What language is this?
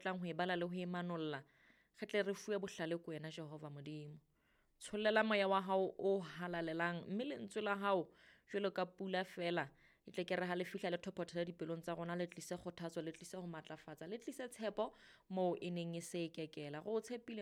Southern Sotho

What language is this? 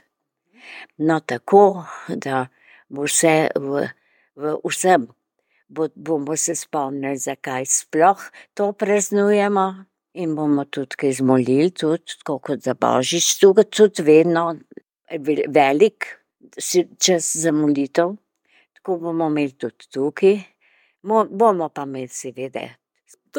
Slovenian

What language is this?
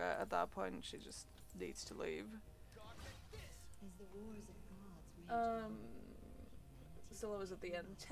English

